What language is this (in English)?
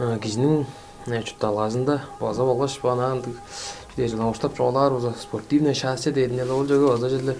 Tuvinian